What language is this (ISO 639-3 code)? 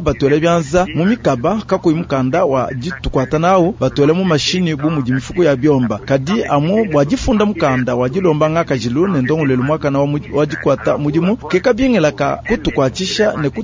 lua